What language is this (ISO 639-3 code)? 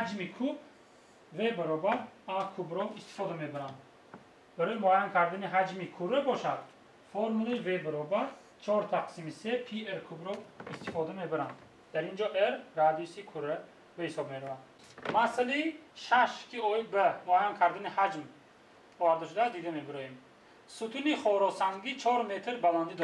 tgk